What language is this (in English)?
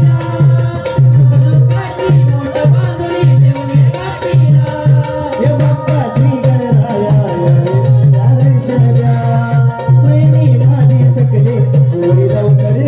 Marathi